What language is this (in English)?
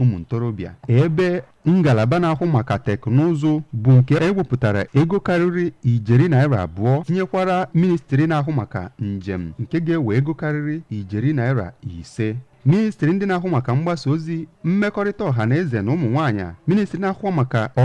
Igbo